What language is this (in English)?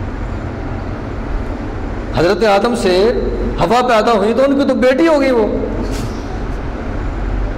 Urdu